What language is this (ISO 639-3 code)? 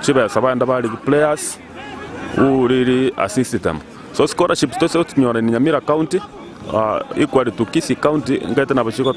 guz